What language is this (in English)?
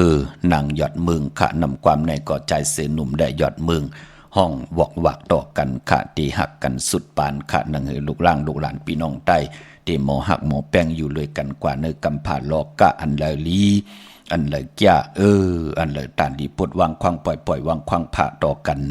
Shan